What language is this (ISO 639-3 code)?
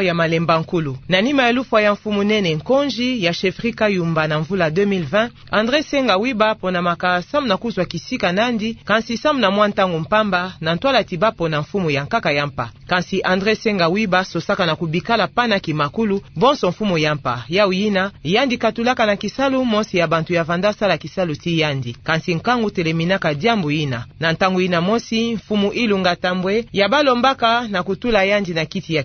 ktu